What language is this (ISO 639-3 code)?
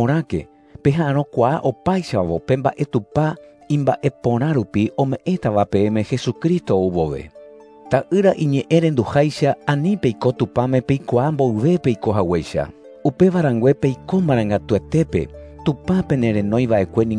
grn